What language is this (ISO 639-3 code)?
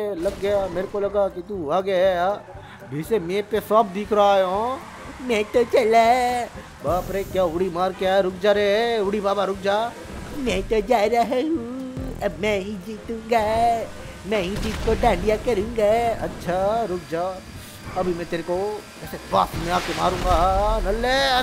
hin